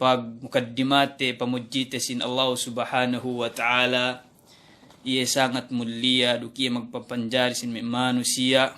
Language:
Yakan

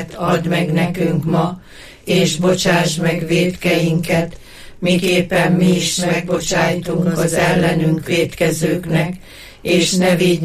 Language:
Hungarian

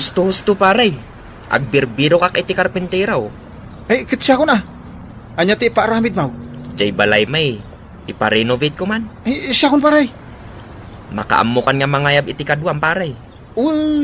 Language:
Iloko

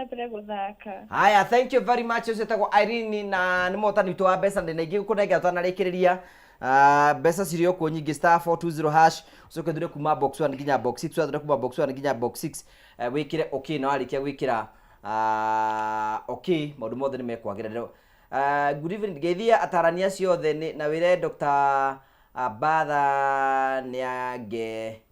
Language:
Kikuyu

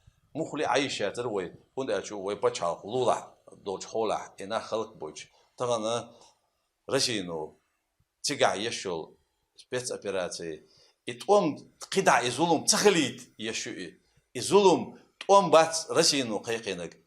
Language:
Chechen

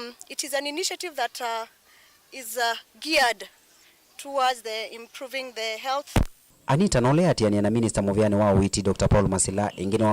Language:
Kamba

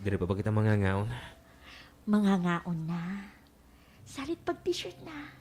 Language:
Waray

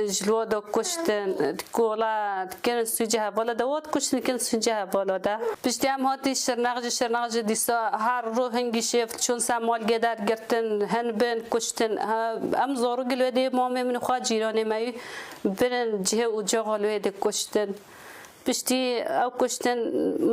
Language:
Kurdish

